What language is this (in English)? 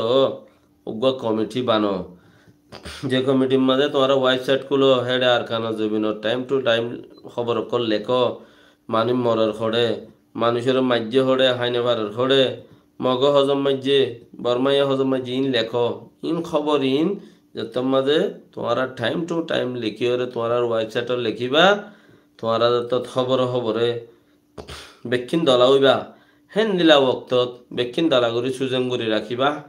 Rohingya